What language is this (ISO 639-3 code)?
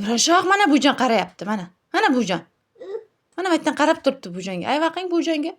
uzb